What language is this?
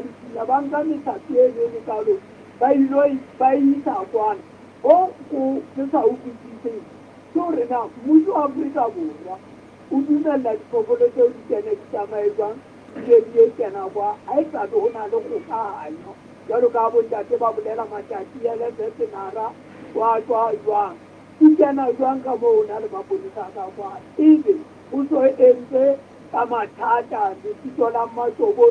Southern Sotho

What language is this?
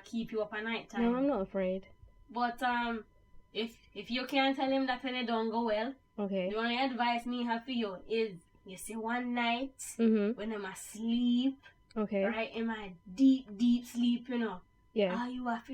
Jamaican Creole English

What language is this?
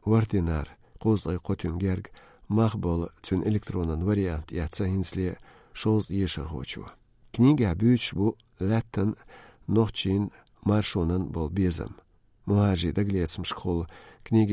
Chechen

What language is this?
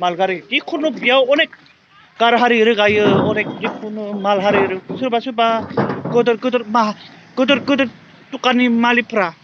Bodo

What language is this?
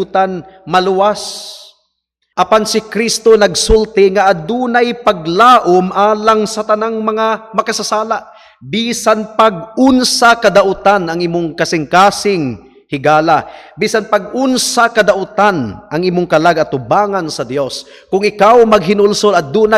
Cebuano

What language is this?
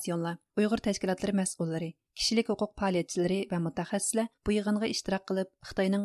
Uyghur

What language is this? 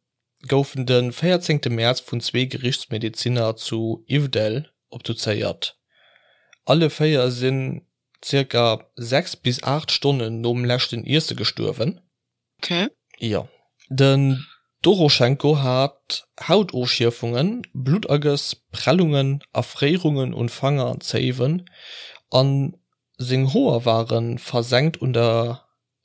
Luxembourgish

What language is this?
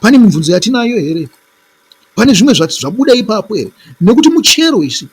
Shona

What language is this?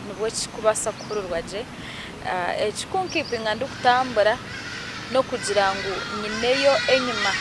Nyankole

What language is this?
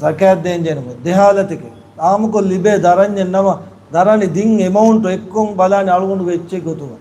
Divehi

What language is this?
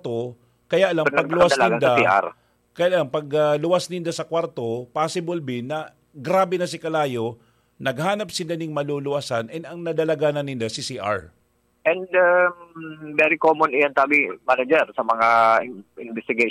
Bikol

